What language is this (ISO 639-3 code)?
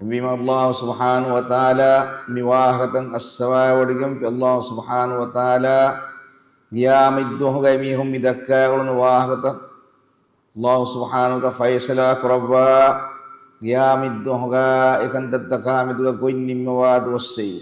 div